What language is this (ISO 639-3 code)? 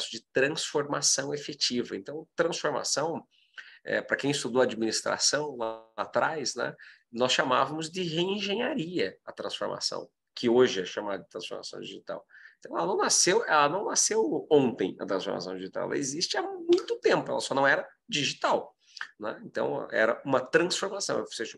por